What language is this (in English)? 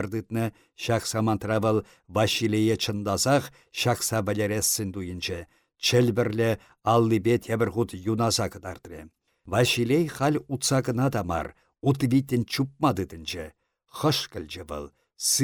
Chuvash